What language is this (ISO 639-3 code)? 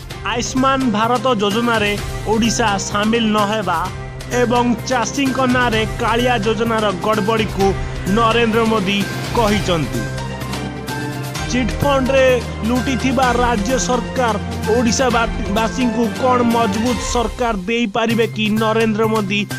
ori